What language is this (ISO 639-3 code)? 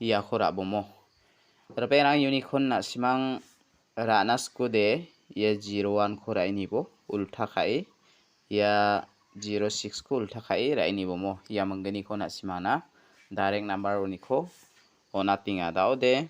grt